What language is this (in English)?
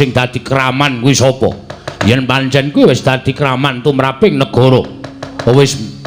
Javanese